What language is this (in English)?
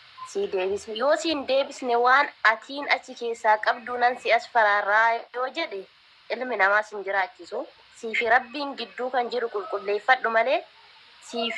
Oromo